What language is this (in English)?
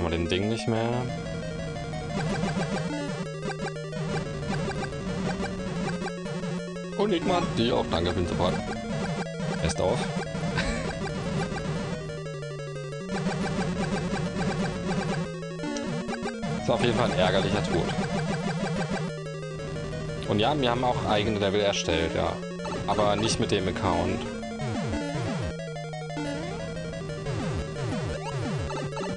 German